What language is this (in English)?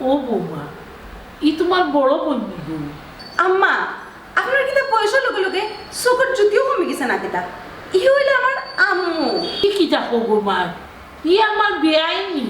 Sylheti